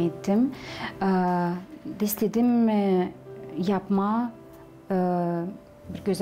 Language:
Gagauz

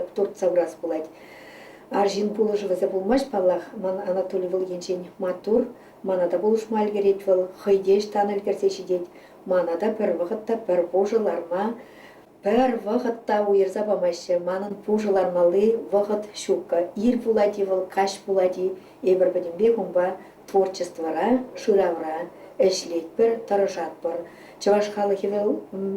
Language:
Chuvash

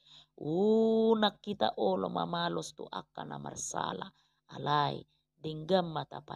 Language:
Batak Toba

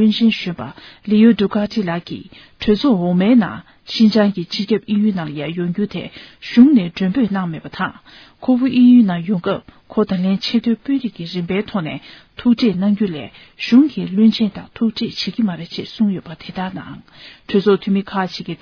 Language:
Tibetan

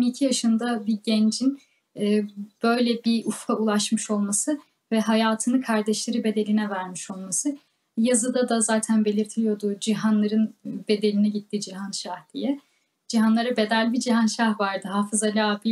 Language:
Turkish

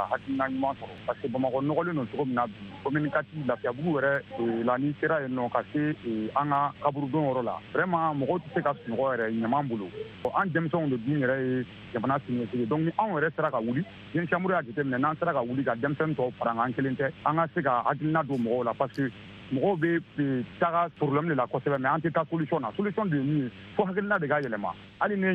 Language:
Bambara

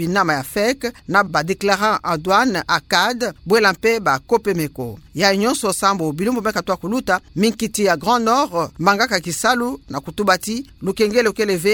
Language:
Kituba (Democratic Republic of Congo)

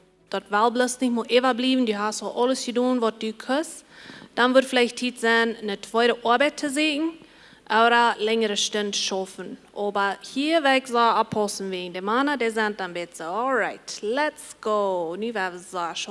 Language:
Plautdietsch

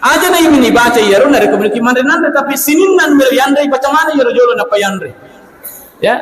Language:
Buginese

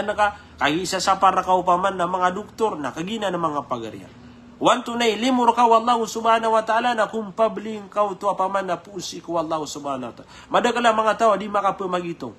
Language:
Maranao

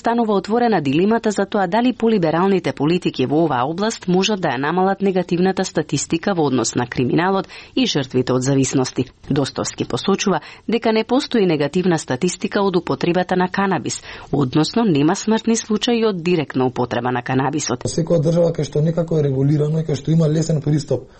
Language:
Macedonian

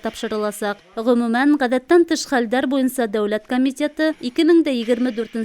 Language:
Bashkir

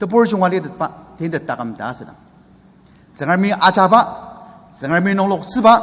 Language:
Ao Naga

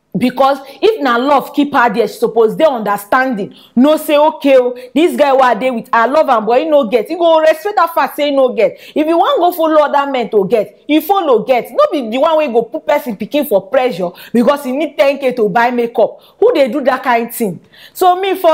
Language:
Nigerian Pidgin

